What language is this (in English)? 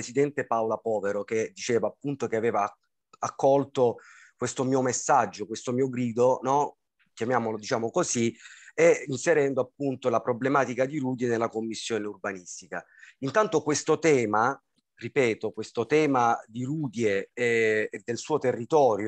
Italian